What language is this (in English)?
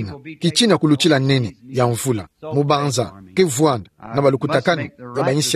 Kituba (Democratic Republic of Congo)